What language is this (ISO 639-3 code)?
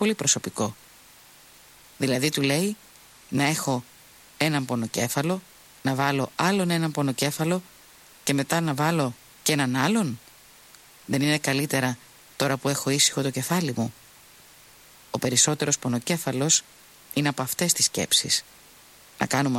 ell